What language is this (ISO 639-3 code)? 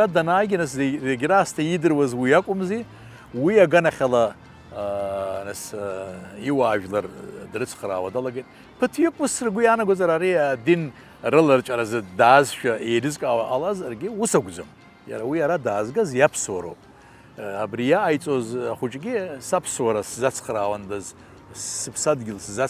abk